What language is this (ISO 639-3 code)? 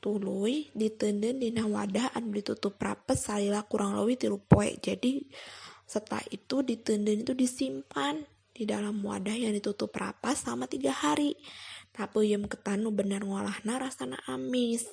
sun